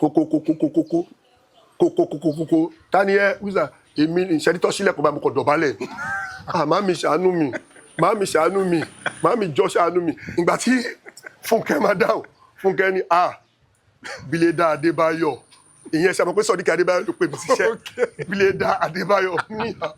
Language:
Yoruba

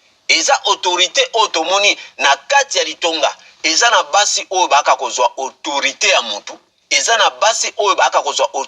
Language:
Lingala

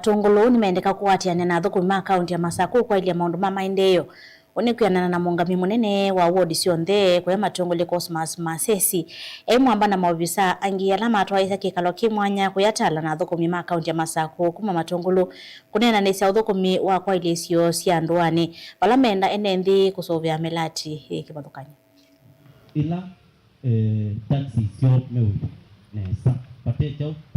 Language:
Kamba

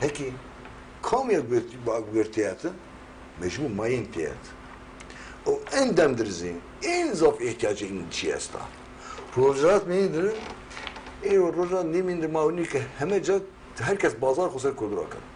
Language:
Zaza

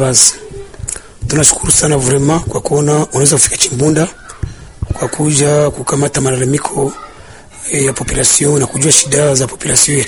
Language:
Swahili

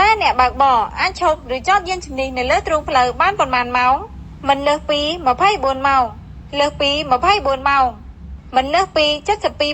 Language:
Khmer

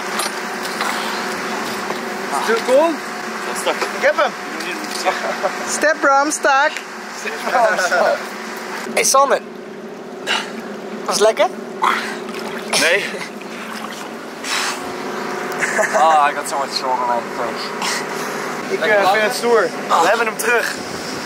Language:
Dutch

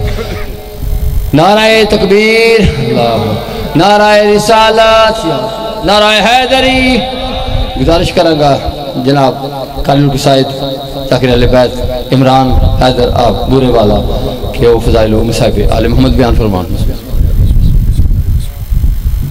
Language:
Urdu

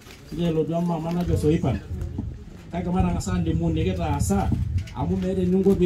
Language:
Masai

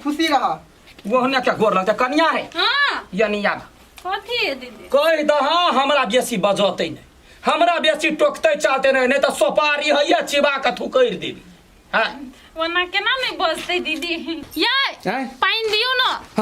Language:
Maithili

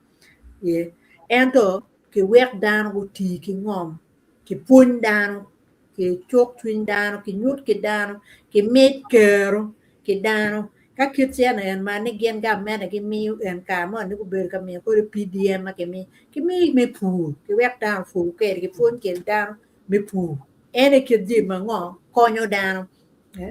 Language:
Acoli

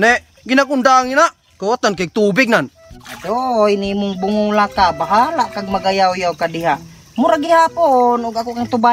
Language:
Cebuano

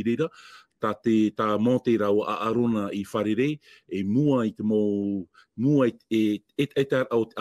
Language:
Tahitian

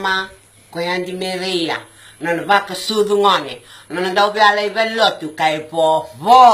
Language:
Fijian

